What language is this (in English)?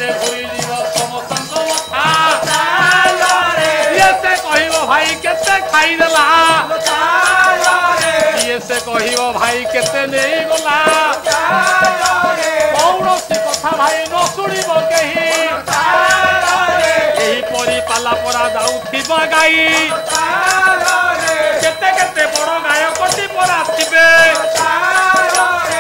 Odia